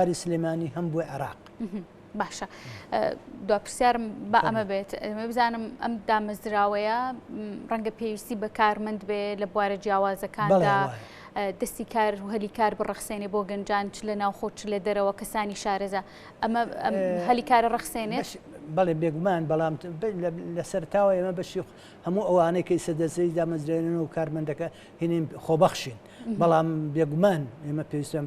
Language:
Central Kurdish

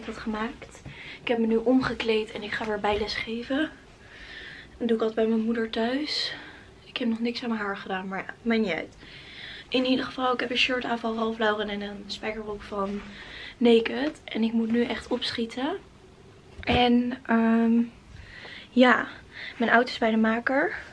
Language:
Dutch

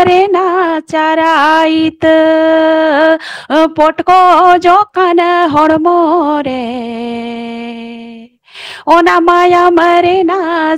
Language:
Santali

